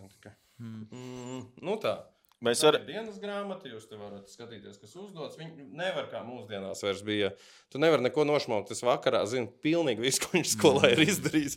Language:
Latvian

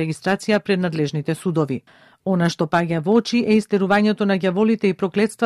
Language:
Macedonian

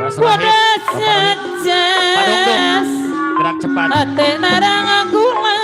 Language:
Betawi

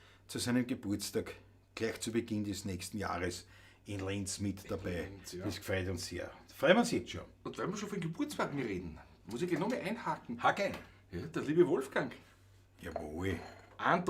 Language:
Bavarian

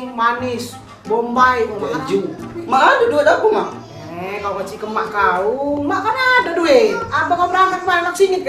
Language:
Musi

